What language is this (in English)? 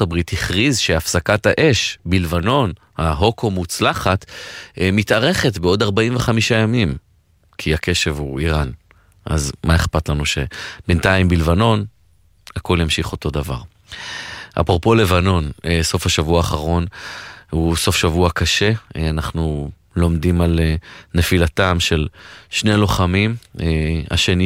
Hebrew